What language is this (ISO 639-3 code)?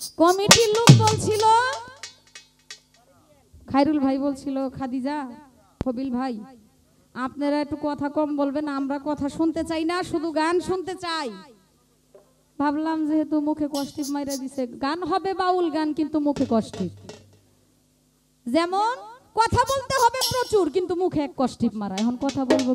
ben